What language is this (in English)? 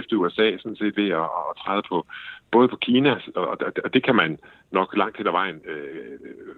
Danish